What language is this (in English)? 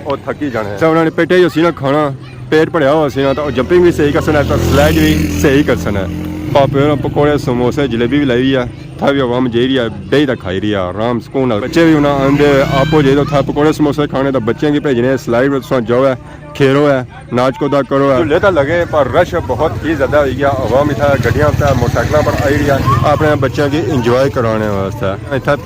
Pahari-Potwari